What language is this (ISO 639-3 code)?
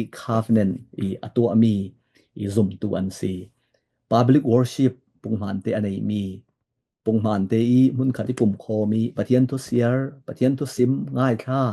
cfm